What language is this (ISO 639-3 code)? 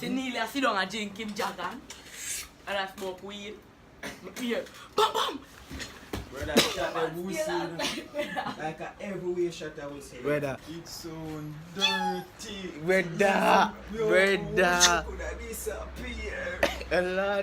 jam